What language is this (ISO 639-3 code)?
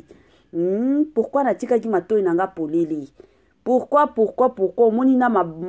lin